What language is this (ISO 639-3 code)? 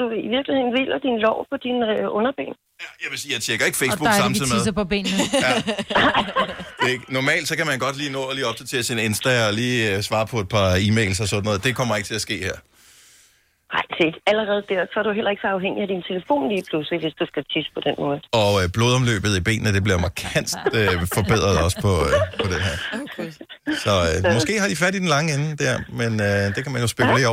dan